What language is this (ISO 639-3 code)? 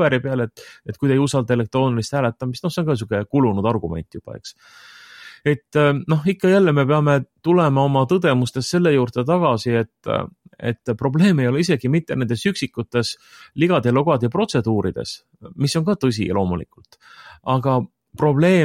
est